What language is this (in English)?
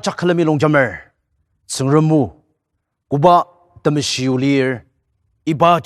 Ao Naga